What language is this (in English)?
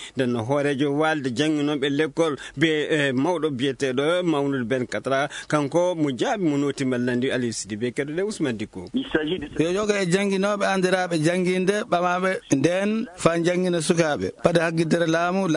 Fula